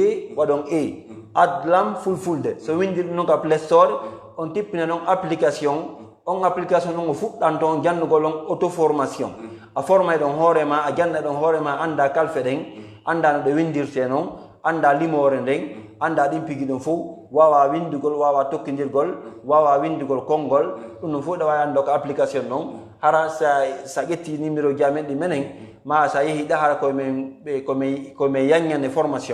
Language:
Fula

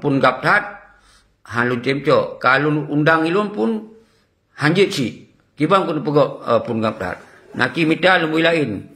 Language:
Achinese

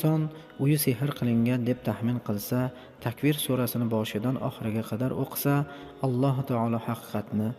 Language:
Uzbek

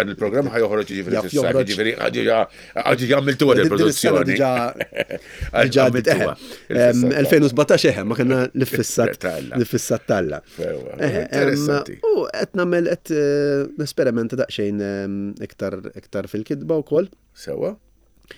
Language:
Maltese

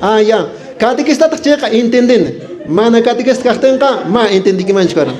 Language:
Quechua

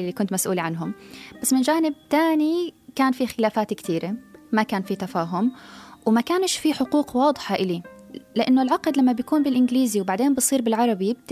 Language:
North Levantine Arabic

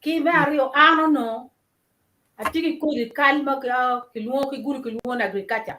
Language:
Acoli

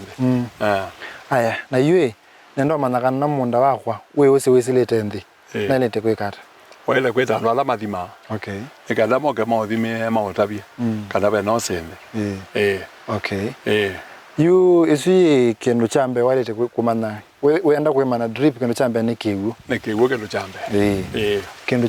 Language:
Kamba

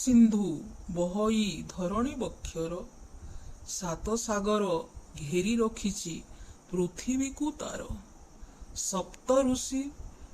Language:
Odia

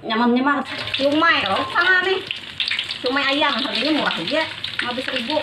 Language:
Banjar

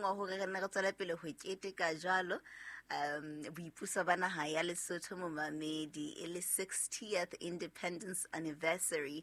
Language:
Southern Sotho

